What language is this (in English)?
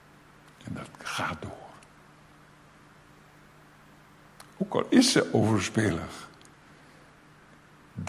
Dutch